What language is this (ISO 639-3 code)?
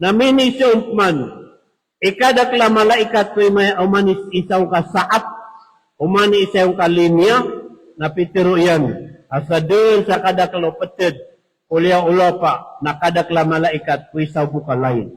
mrw